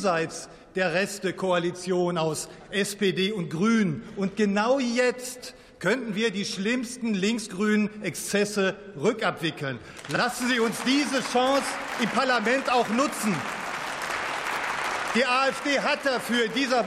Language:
German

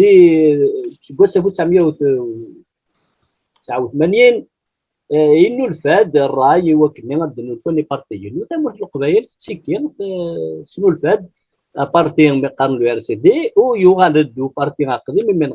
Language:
Kabyle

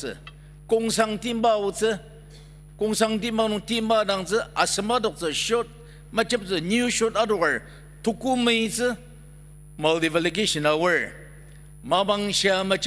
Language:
Ao Naga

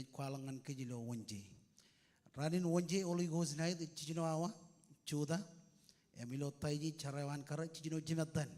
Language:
Marshallese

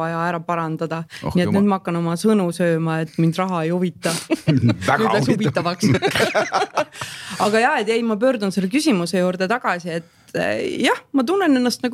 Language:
Estonian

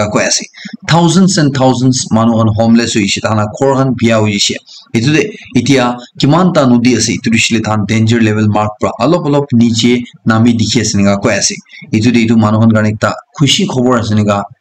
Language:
Naga Pidgin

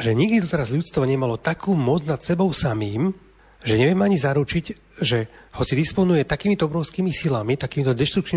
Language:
Slovak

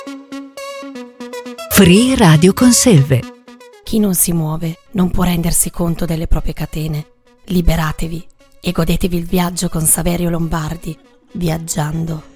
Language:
Italian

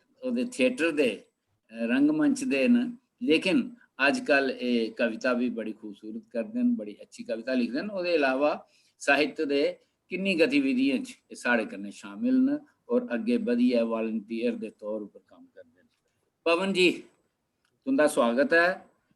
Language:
Dogri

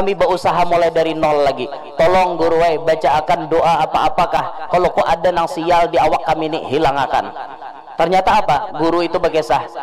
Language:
Banjar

